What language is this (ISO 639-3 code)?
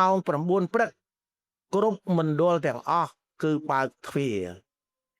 khm